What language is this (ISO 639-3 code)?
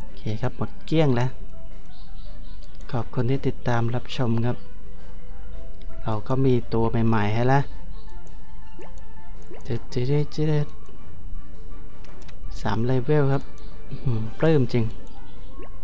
tha